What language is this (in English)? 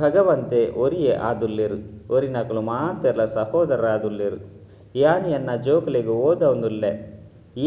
Tulu